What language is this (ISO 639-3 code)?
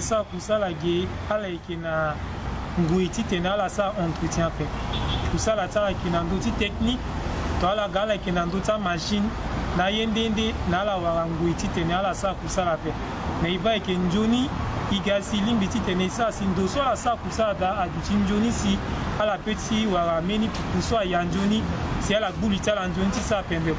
sag